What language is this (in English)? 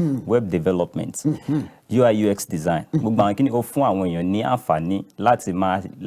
Yoruba